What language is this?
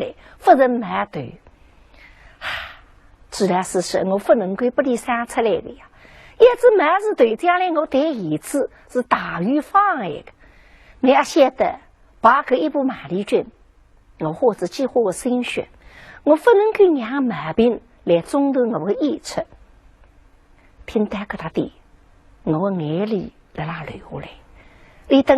Wu Chinese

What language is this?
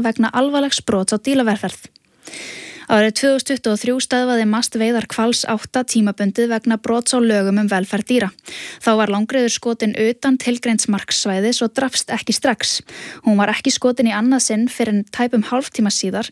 Icelandic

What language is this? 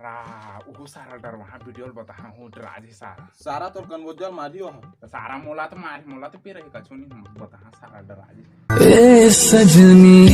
Chhattisgarhi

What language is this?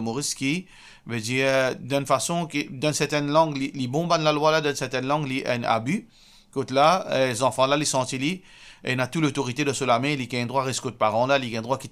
Morisyen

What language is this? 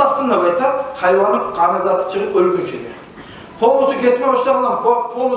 Kumyk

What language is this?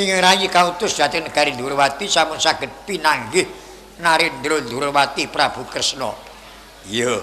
Javanese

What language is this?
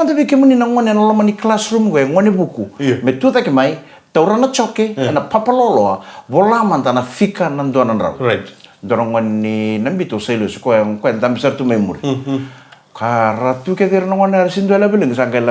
Fijian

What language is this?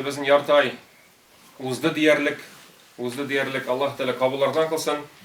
Tatar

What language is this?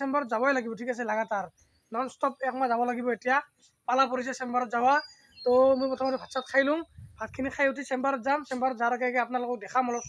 Assamese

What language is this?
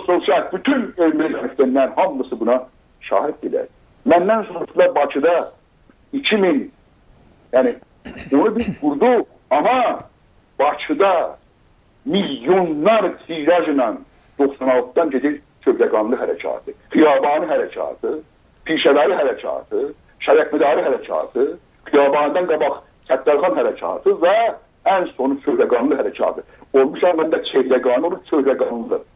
South Azerbaijani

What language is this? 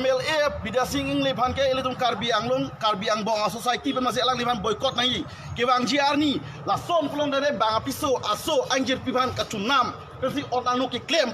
Karbi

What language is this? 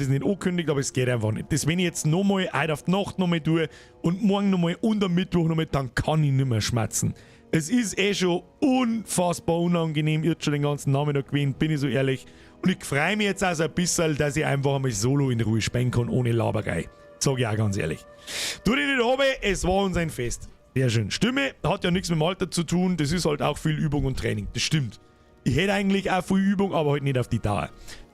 Bavarian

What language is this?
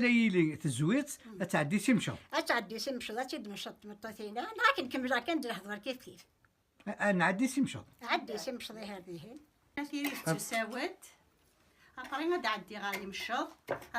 Kabyle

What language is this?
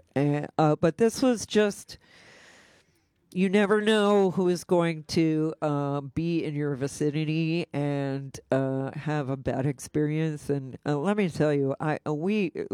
English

